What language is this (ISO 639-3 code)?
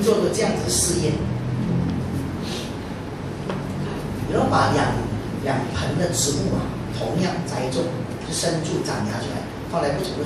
zho